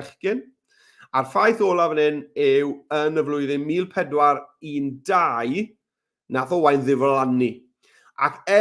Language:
Welsh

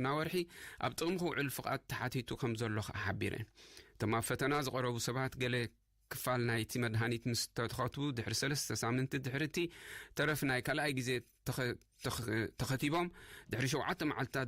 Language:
Tigrinya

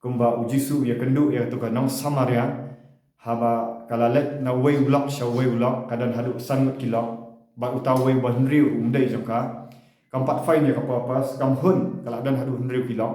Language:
Khasi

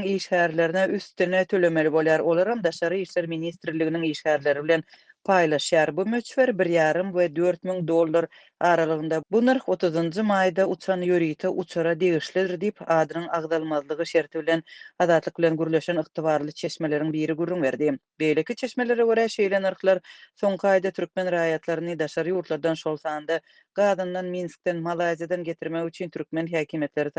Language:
Turkmen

